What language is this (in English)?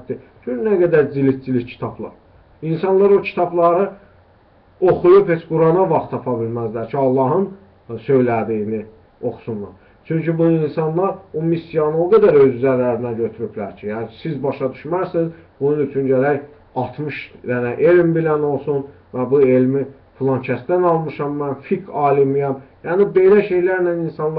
Azerbaijani